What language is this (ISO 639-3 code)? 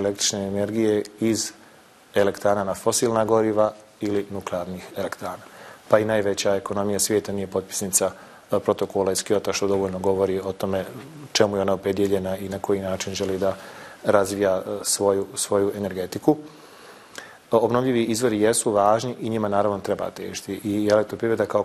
bos